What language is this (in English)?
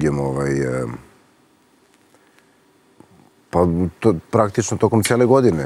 Serbian